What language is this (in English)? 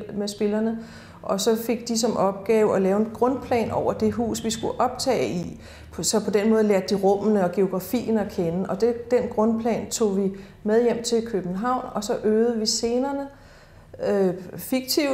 Danish